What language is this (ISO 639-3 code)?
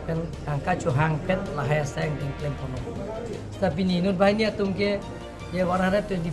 mjw